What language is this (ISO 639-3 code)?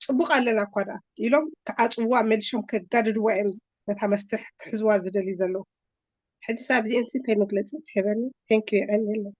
tir